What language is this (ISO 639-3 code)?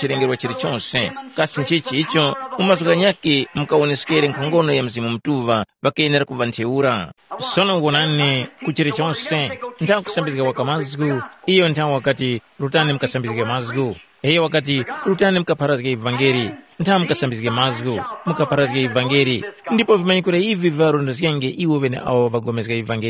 tum